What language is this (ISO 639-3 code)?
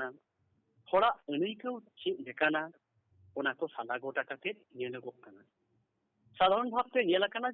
sat